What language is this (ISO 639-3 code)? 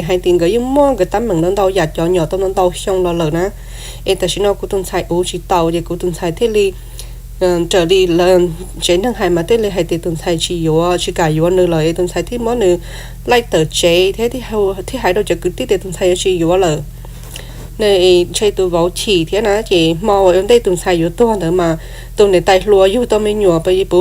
hmn